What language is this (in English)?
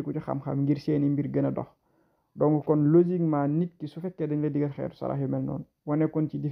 Wolof